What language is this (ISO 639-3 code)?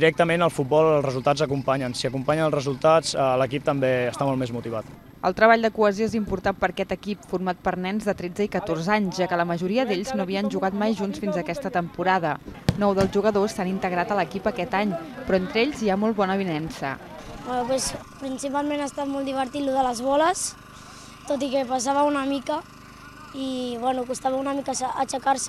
cat